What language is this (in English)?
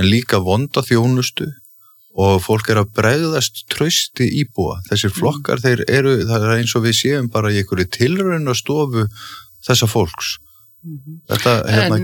Icelandic